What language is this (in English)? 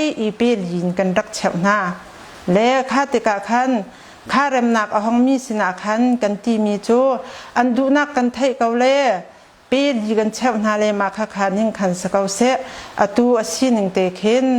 Hakha Chin